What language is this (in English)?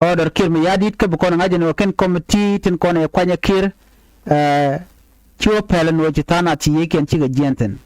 Nuer